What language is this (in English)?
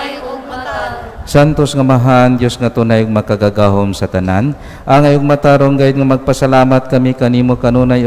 Cebuano